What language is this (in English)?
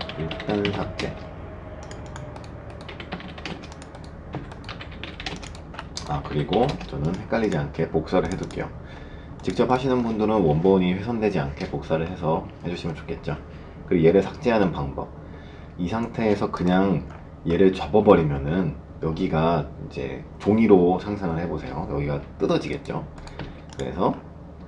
Korean